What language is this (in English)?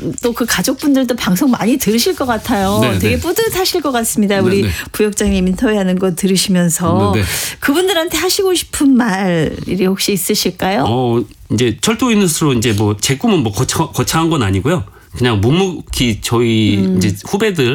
Korean